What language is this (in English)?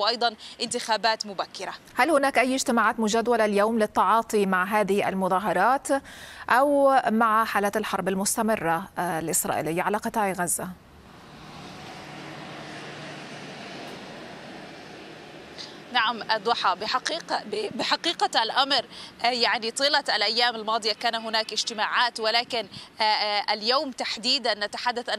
Arabic